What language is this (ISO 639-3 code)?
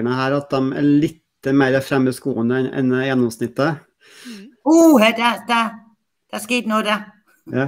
dan